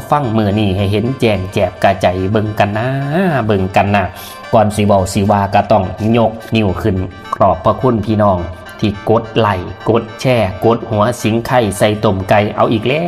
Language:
Northeastern Thai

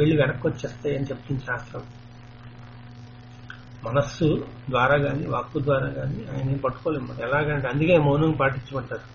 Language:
Telugu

